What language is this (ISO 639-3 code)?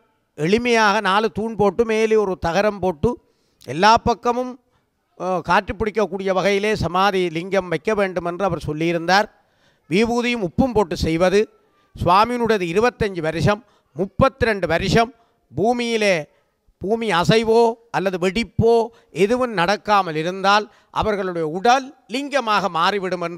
tam